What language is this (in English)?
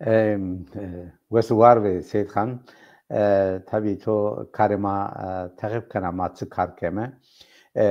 Zaza